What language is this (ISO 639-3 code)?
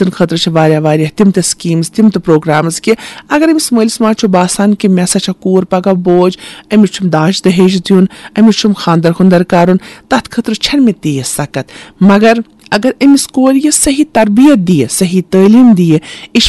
kas